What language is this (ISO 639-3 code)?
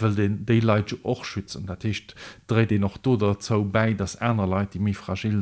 ltz